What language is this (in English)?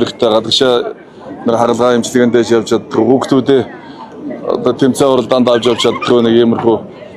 Mongolian